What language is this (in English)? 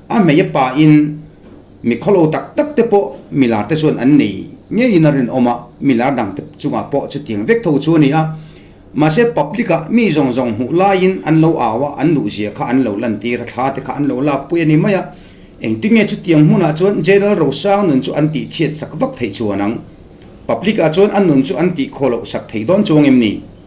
Mizo